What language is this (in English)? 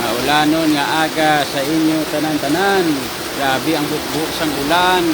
Hiligaynon